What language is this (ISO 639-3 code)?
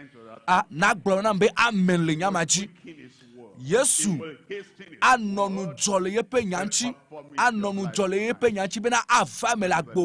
ewe